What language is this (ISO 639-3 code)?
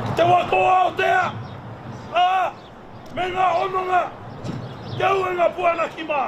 mri